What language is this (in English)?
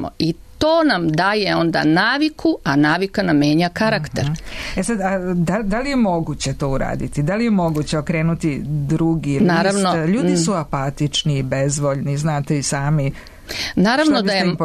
Serbian